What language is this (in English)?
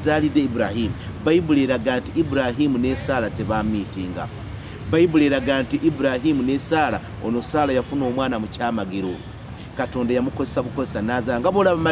Ganda